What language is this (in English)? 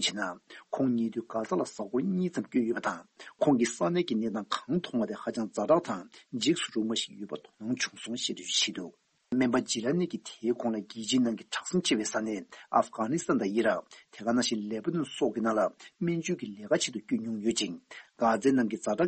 Tibetan